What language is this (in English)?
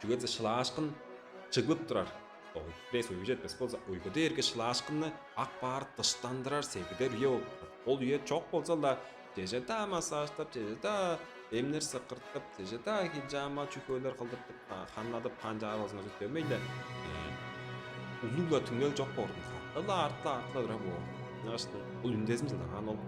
Tuvinian